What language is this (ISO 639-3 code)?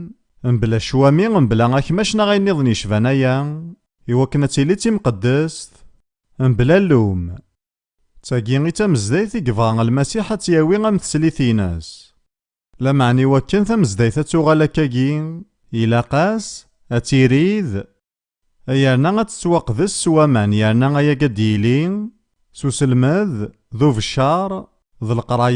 kab